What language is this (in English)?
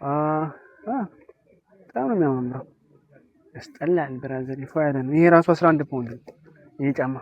Amharic